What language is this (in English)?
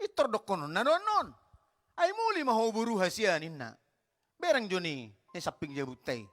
Batak Toba